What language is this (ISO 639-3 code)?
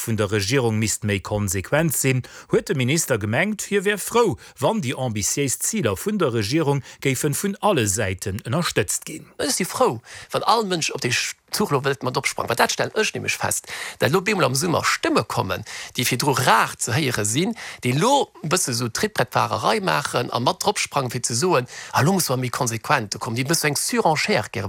ltz